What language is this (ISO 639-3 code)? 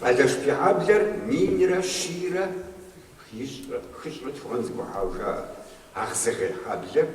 kbd